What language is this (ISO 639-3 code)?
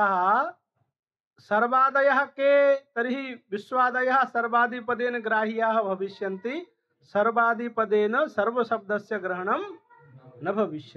san